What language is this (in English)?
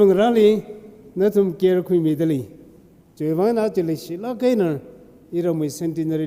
Tangkhul Naga (India)